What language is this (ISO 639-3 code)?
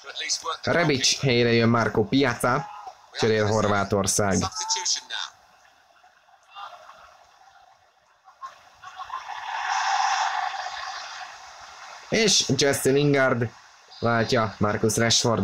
hun